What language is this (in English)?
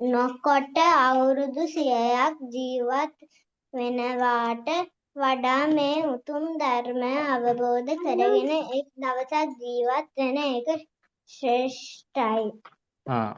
Sinhala